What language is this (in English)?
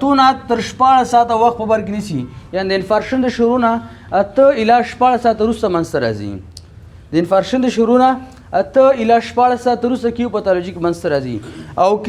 Pashto